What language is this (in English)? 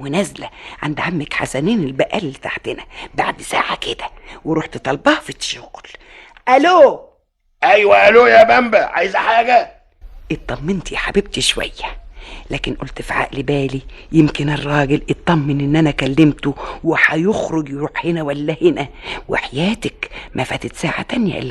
Egyptian Arabic